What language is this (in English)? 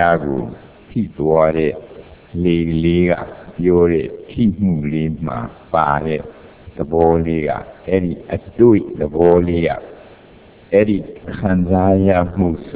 Burmese